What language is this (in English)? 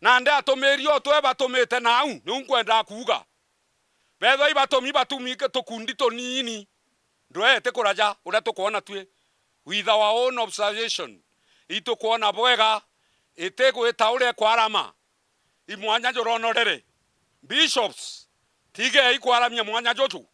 Meru